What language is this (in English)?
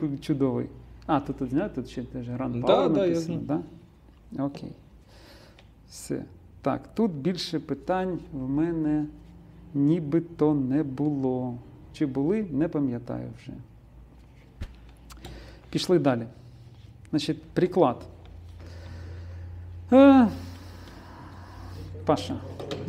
Ukrainian